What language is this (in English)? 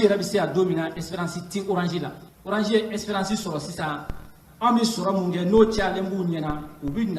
Bambara